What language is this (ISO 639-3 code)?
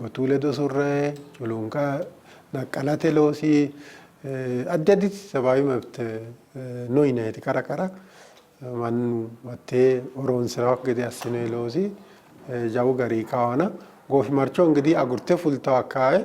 sid